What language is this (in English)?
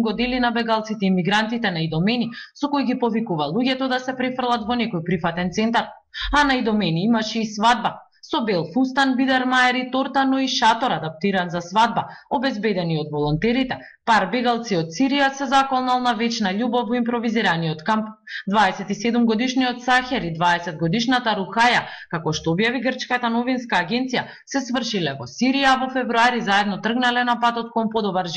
Macedonian